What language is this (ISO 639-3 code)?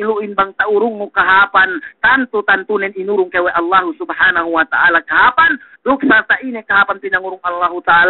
yka